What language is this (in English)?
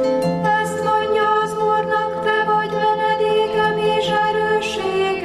Hungarian